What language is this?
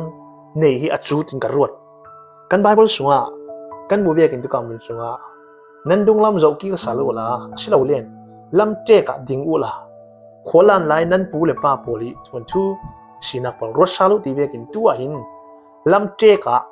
Falam Chin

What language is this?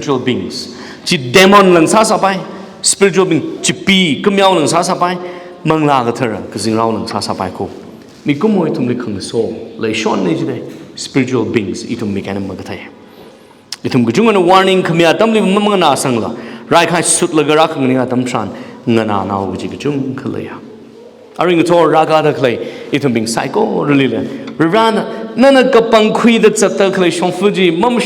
Tangkhul Naga (India)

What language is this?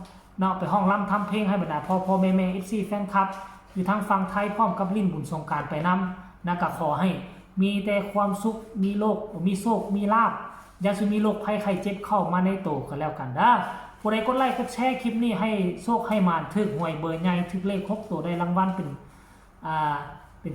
Northeastern Thai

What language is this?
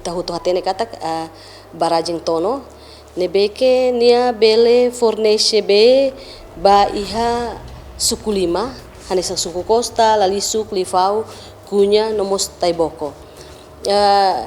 Tetum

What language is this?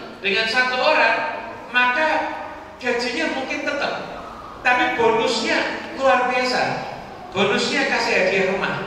Indonesian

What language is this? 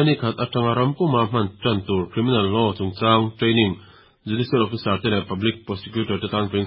Mizo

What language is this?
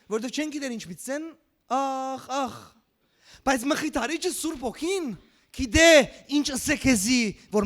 Western Armenian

